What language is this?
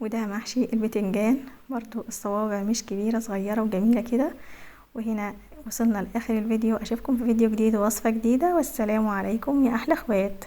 Egyptian Arabic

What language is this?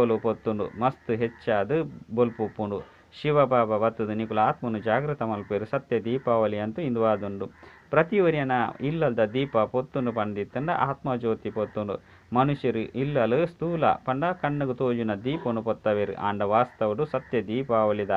Tulu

